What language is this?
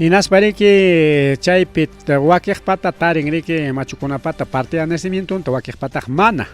Ayacucho Quechua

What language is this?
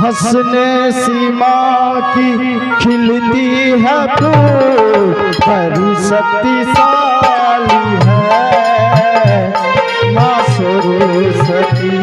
Angika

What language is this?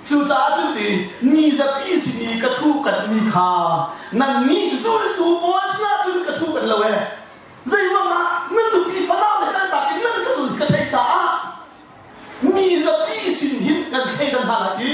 Hakha Chin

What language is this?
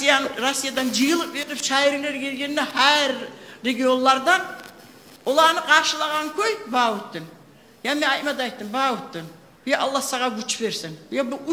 Kumyk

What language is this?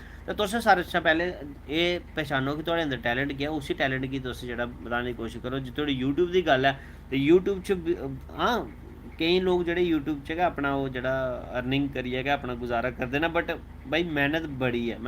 Dogri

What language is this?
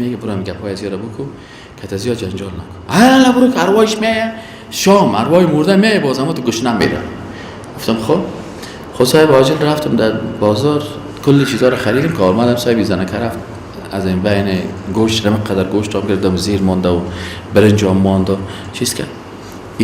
Persian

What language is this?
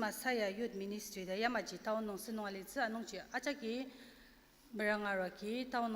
Ao Naga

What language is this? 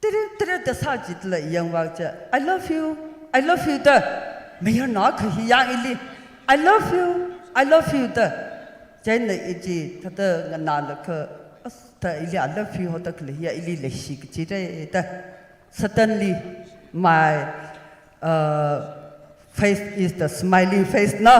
Tangkhul Naga (India)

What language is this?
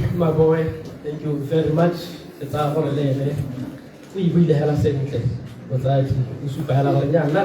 Tswana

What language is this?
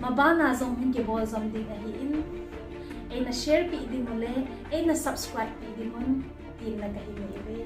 Thado Chin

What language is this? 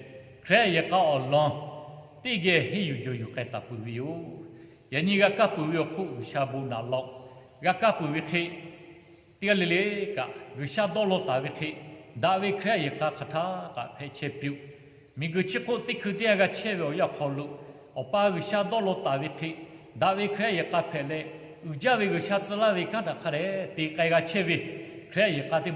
Lahu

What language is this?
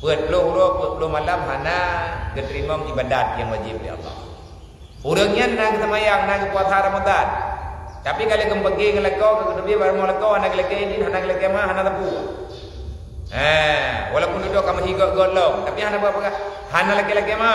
Achinese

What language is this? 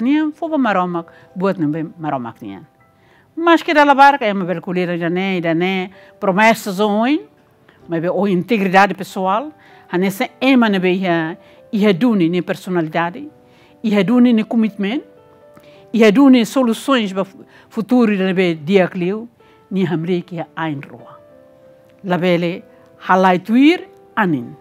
Tetum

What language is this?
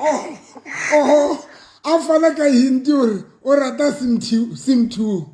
Southern Sotho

